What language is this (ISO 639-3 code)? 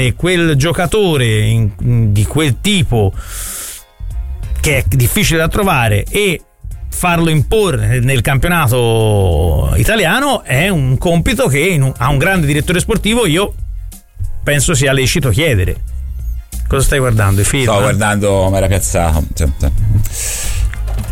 ita